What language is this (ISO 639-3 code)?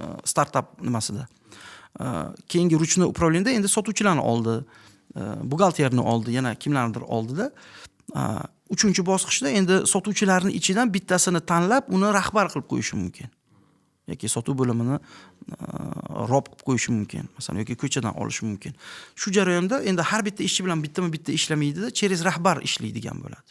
uzb